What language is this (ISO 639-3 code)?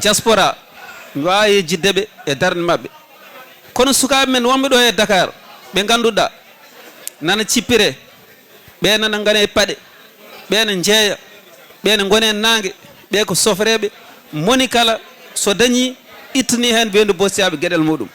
ful